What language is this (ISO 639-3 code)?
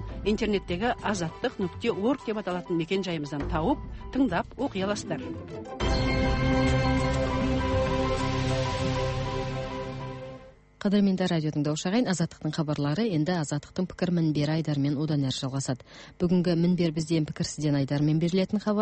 kaz